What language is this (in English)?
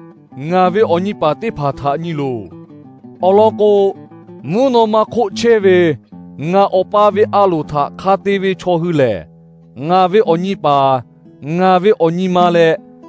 Lahu